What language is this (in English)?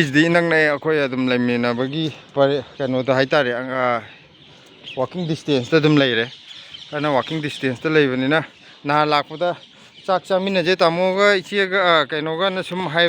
Manipuri